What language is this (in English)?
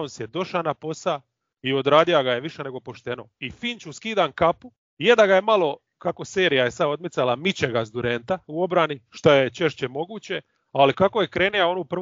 Croatian